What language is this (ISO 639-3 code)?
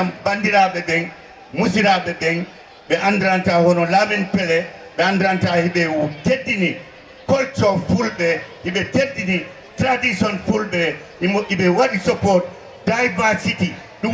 ful